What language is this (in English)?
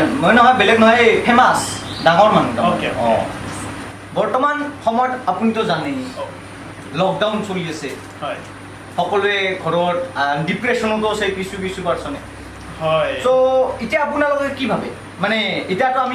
Assamese